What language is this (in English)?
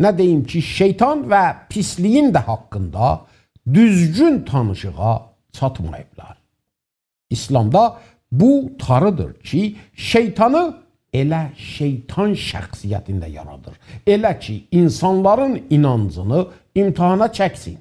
South Azerbaijani